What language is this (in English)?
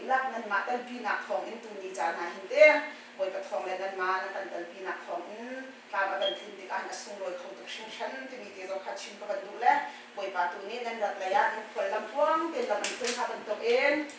Hakha Chin